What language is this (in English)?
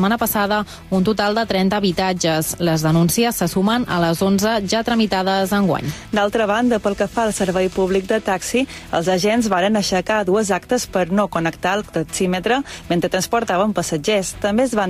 Catalan